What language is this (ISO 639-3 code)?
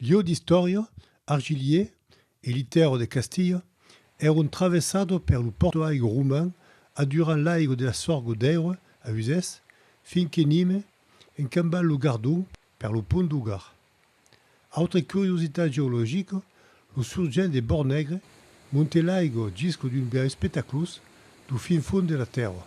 oci